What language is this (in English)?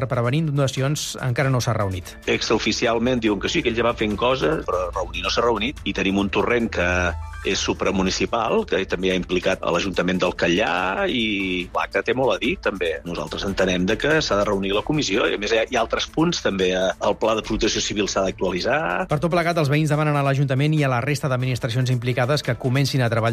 Catalan